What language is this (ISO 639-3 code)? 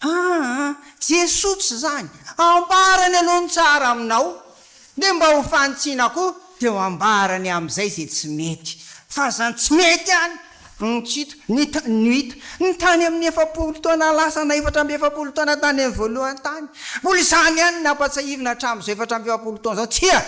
mlg